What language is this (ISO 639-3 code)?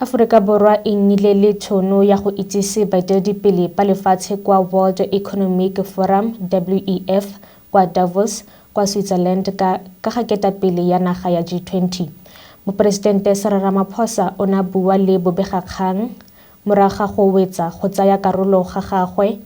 tsn